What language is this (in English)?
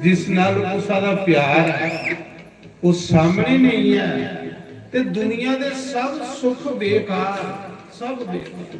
Dogri